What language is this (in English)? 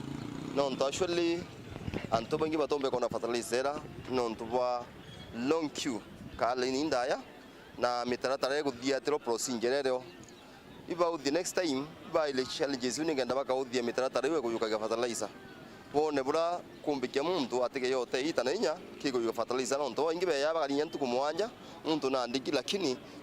Meru